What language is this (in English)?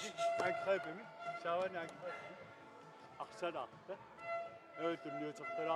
Kalaallisut